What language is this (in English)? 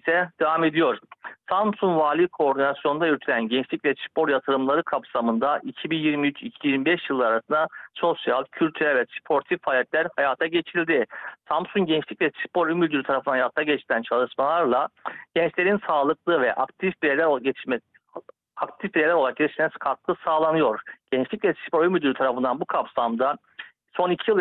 Turkish